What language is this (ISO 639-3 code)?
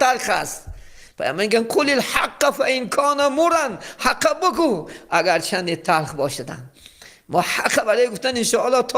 tgk